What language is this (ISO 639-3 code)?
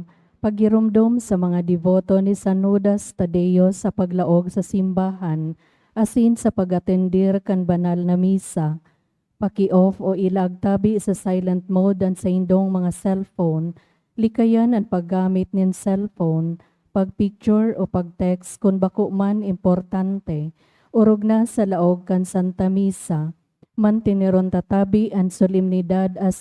bik